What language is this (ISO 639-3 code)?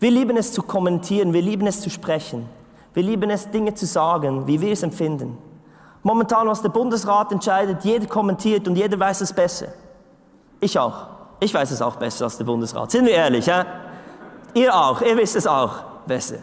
gsw